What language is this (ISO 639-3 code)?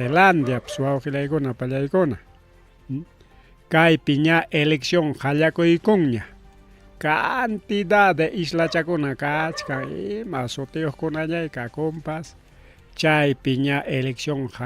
quy